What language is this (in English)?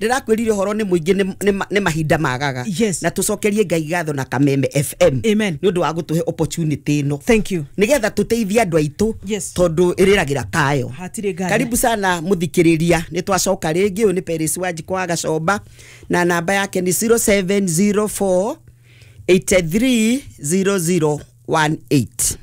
Kikuyu